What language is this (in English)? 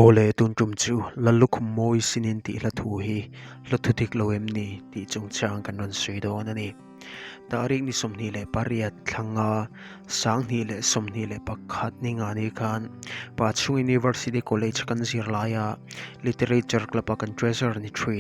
Mizo